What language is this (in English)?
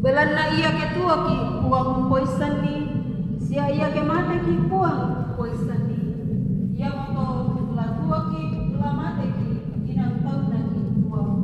Toraja-Sa'dan